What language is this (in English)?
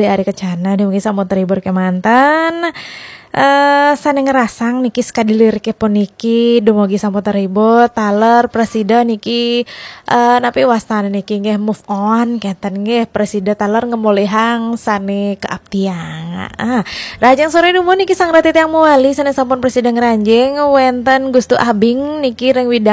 Balinese